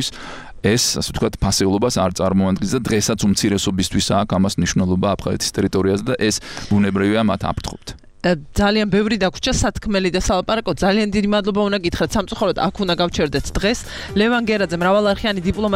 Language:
Georgian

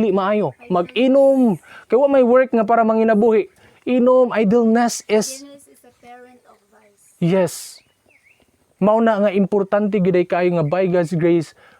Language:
Cebuano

